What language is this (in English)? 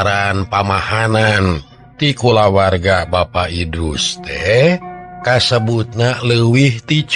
Sundanese